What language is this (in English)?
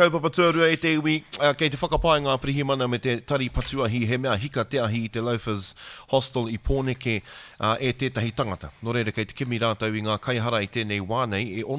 Māori